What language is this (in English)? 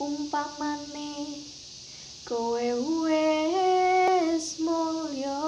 Javanese